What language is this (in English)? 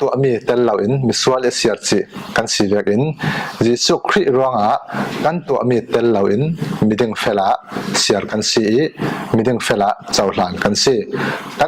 Falam Chin